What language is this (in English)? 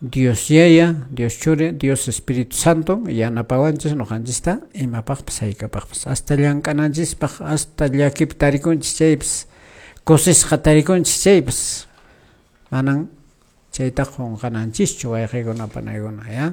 Quechua